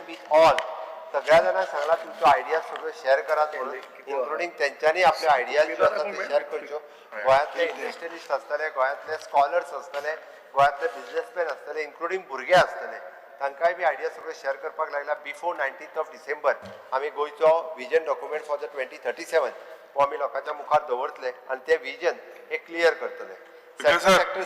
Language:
Konkani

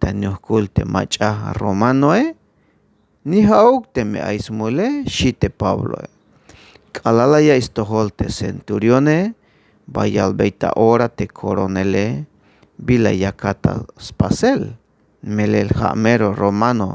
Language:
Tzeltal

